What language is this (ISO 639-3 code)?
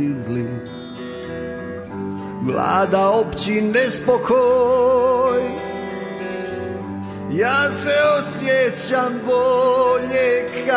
hrv